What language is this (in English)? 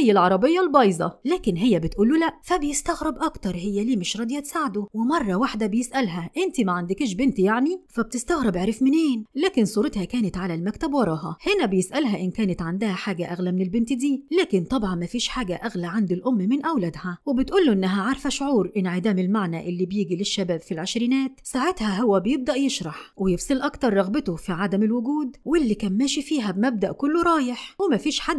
Egyptian Arabic